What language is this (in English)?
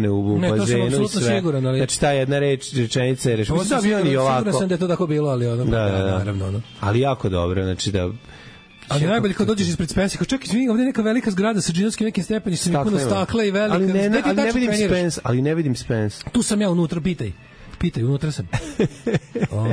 Serbian